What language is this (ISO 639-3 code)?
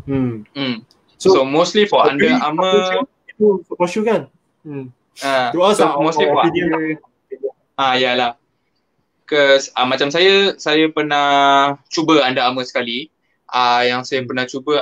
msa